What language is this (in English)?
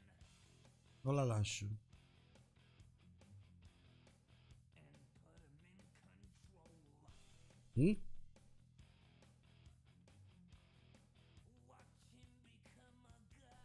Italian